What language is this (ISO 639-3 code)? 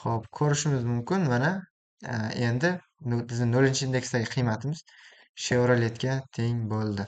uzb